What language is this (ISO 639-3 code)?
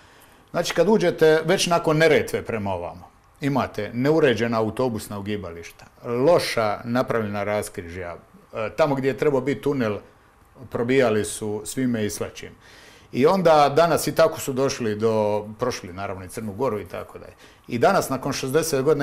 hrv